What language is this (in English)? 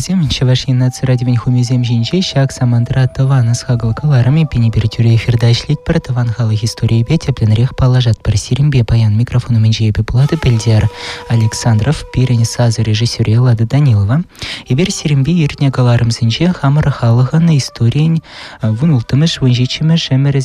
Chuvash